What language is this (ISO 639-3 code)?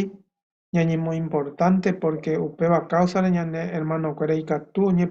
grn